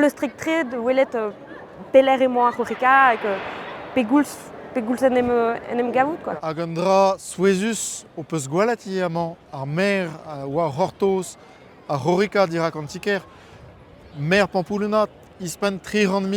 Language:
Breton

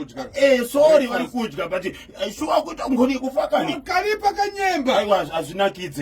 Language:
Shona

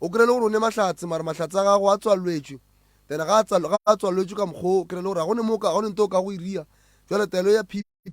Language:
Northern Sotho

